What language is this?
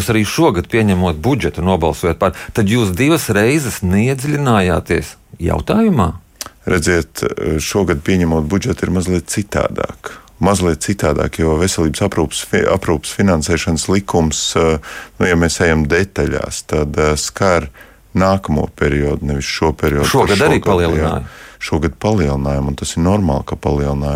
Latvian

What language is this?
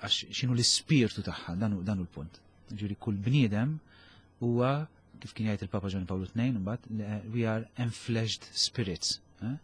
Maltese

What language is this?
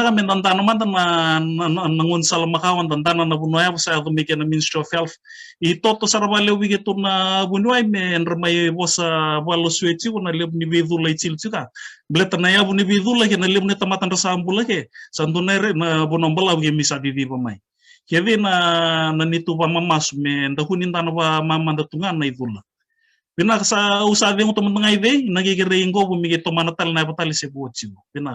Fijian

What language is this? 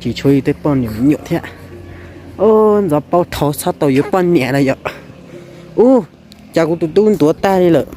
Hmong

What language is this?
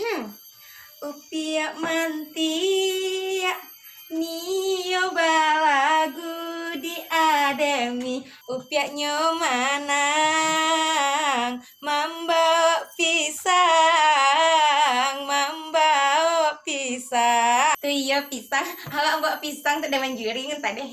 Minangkabau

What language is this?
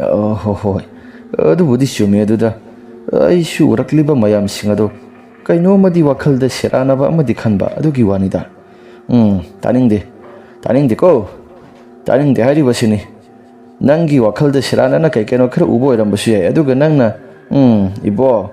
Manipuri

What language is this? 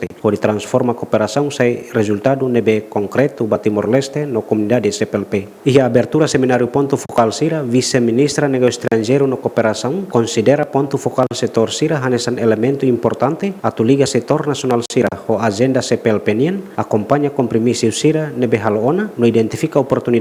Tetum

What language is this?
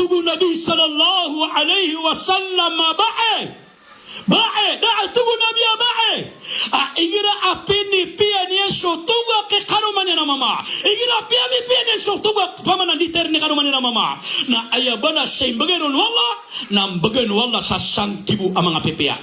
Maranao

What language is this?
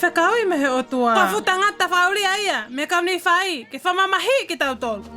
Tongan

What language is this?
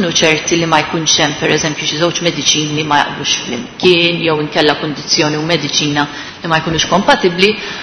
Maltese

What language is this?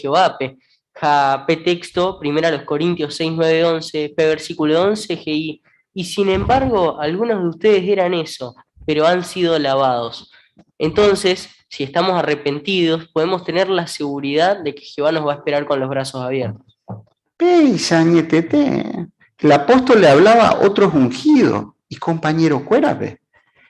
Guarani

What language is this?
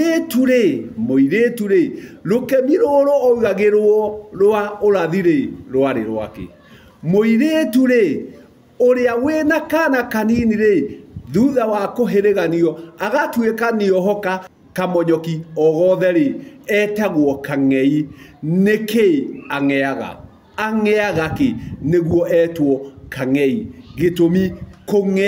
Kikuyu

